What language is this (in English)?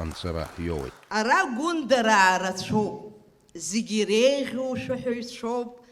Abkhazian